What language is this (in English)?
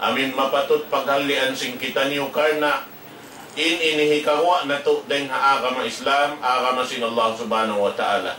Tausug